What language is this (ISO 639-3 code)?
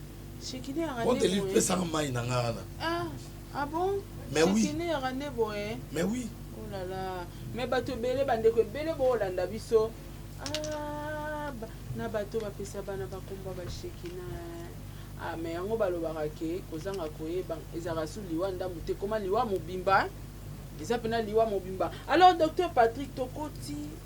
lin